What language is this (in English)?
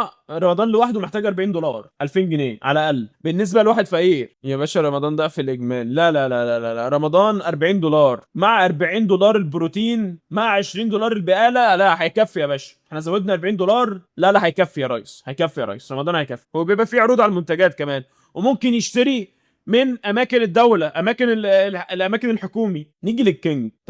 Egyptian Arabic